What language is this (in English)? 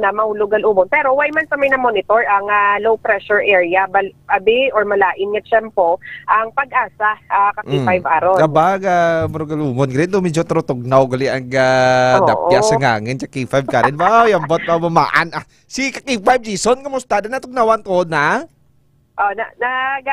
Hiligaynon